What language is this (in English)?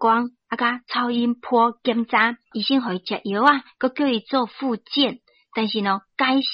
Min Nan Chinese